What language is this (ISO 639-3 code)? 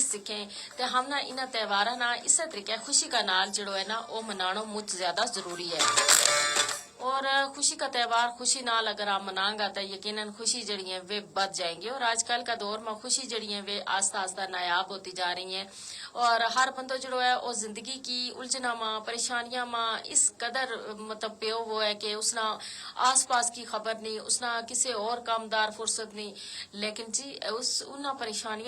gju